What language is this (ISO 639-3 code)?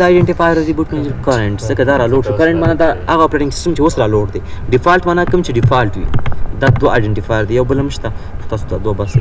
pus